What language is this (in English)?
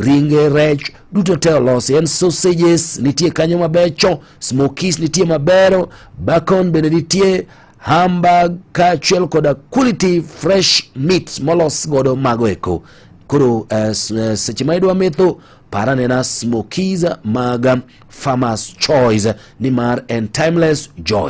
Luo (Kenya and Tanzania)